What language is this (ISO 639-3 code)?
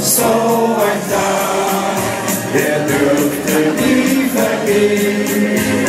lim